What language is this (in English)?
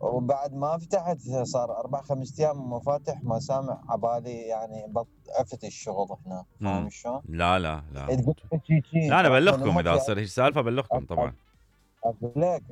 Mesopotamian Arabic